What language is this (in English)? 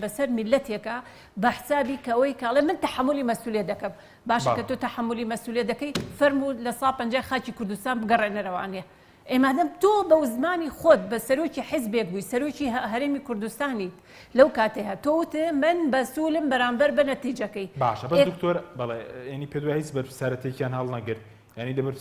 Central Kurdish